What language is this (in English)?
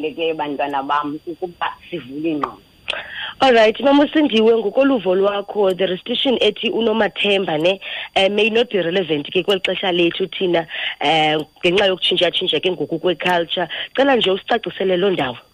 Xhosa